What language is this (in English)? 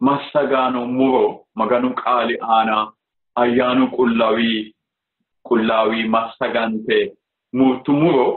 Sidamo